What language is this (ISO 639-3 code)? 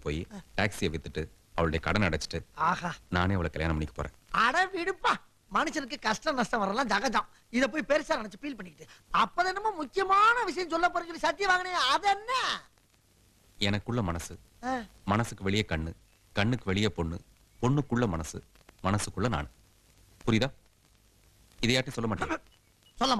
tam